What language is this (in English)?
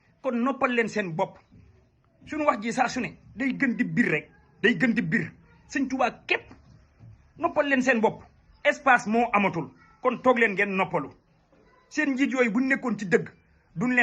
Wolof